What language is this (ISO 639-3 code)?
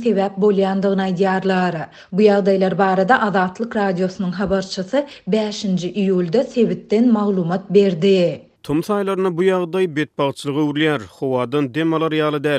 tuk